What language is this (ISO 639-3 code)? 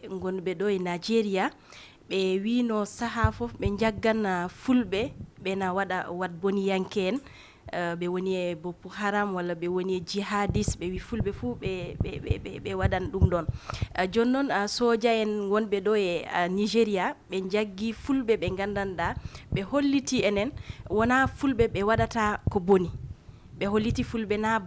ful